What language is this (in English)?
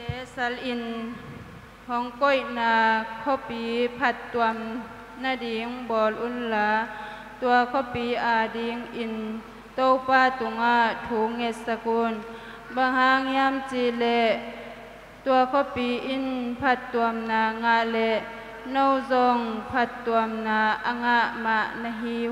Tedim Chin